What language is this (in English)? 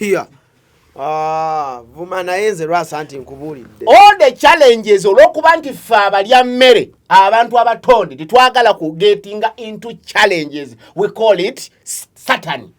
Ganda